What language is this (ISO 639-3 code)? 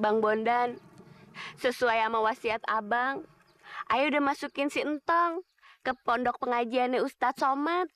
bew